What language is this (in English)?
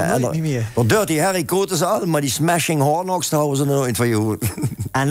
Limburgish